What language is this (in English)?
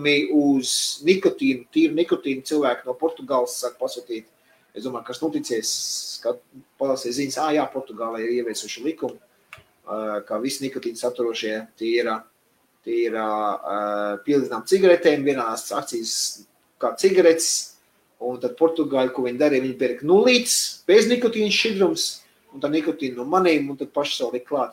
Latvian